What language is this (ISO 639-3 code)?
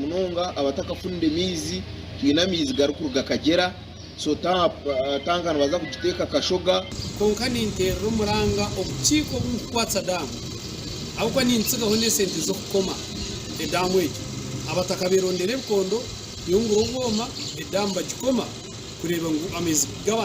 nyn